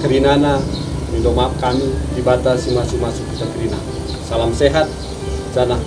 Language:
Batak Karo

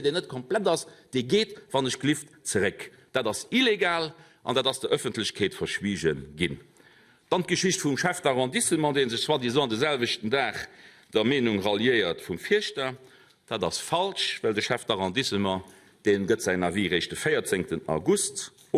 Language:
Luxembourgish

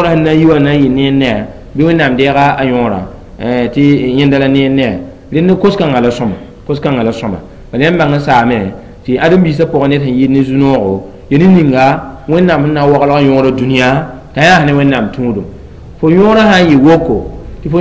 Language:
Mossi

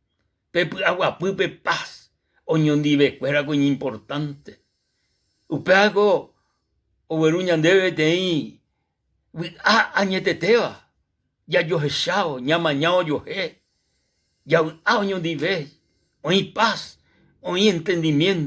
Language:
Guarani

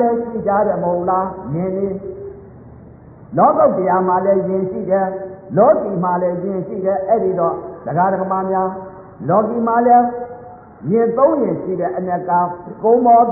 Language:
Burmese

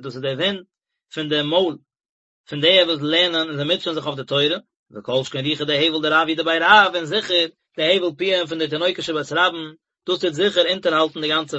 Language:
Yiddish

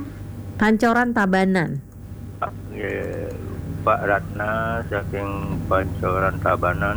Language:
Balinese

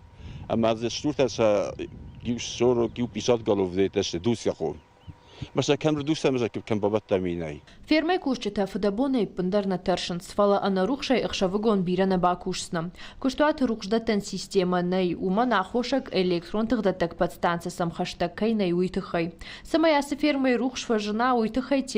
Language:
Ossetic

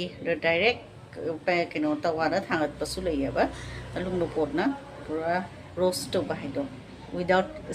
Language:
Manipuri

